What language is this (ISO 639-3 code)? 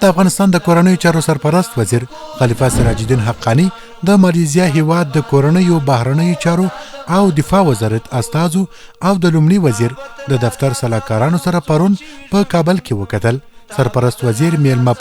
pus